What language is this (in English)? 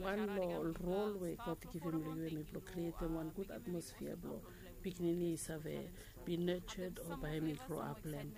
Bislama